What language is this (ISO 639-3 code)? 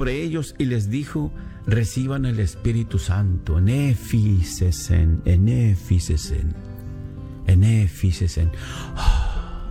spa